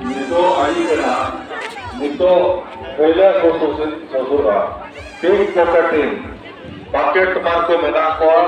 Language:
Santali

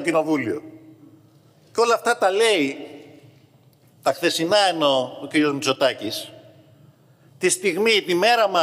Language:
Greek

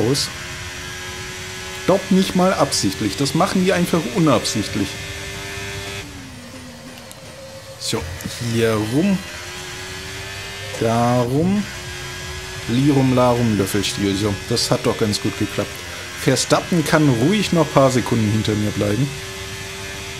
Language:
German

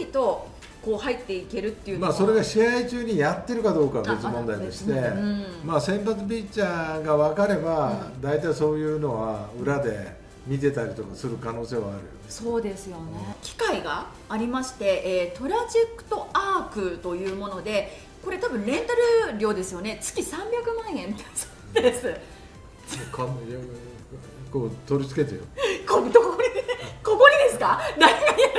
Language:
Japanese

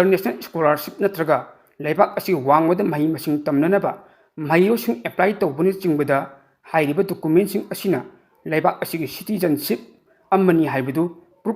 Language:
Manipuri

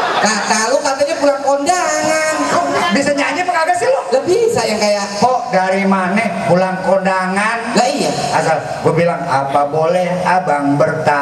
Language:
Betawi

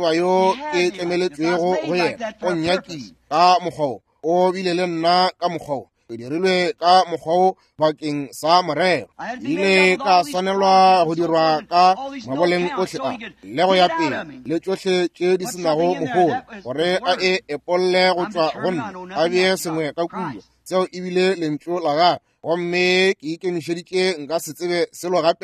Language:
Northern Sotho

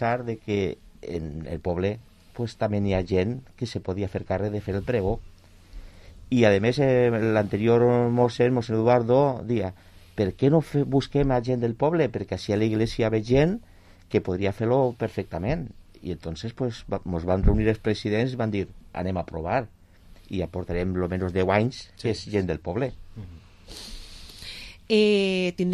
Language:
Catalan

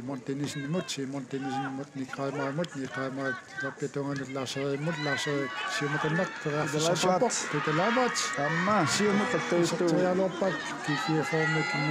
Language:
Kalaallisut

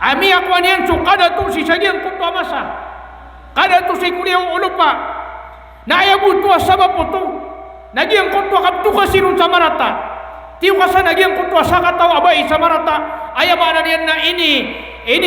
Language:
Maranao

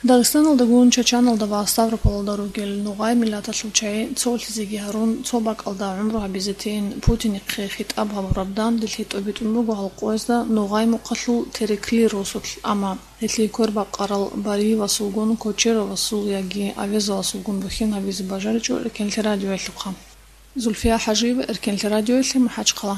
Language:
Avaric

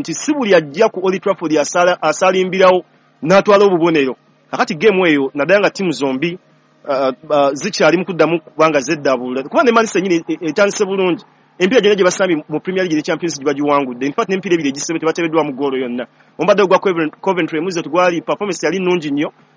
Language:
Ganda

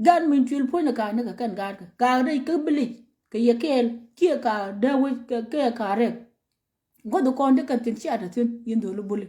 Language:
Nuer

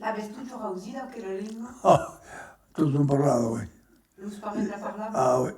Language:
Occitan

